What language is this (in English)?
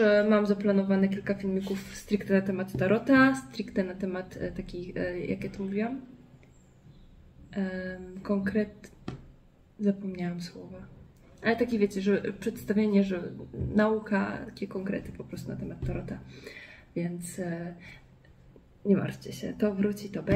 Polish